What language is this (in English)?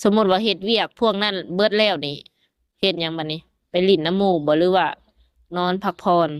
Lao